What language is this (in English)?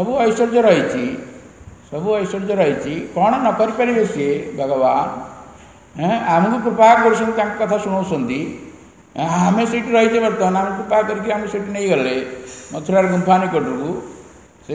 Odia